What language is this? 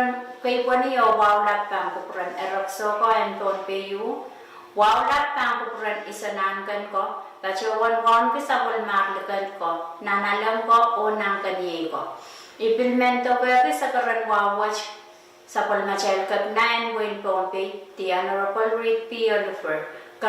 Pohnpeian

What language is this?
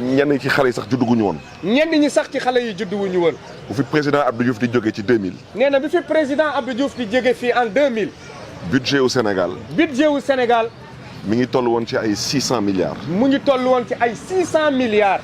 Wolof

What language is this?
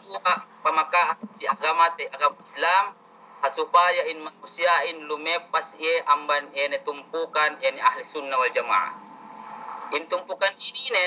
Yakan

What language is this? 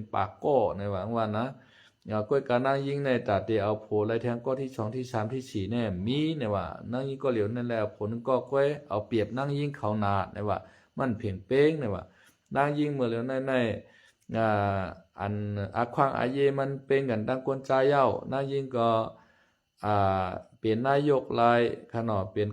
Shan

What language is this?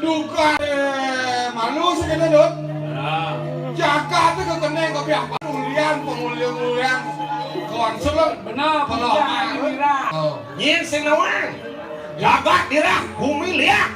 Balinese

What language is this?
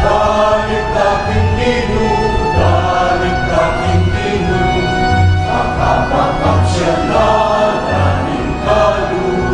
Pampanga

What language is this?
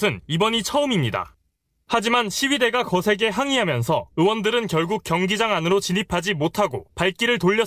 Korean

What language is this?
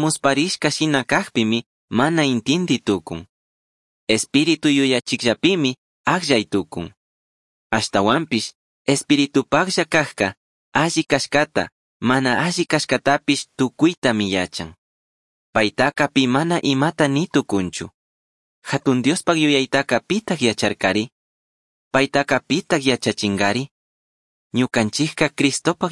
Chimborazo Highland Quichua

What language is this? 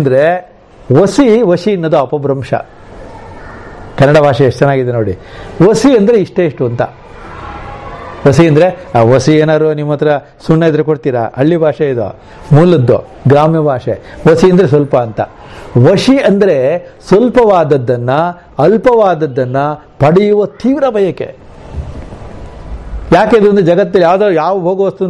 Kannada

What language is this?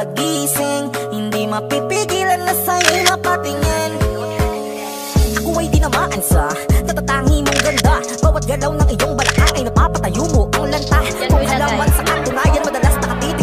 Filipino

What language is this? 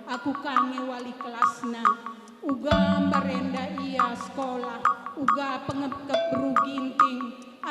Batak Karo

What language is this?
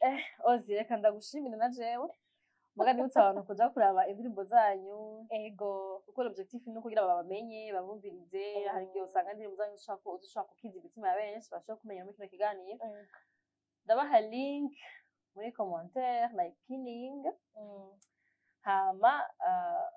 Rundi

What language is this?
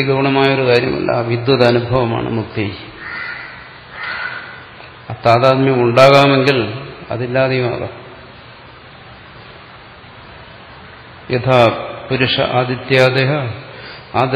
Malayalam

